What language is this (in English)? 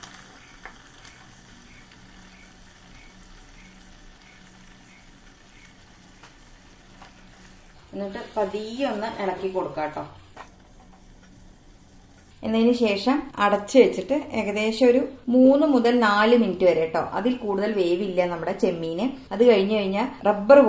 Malayalam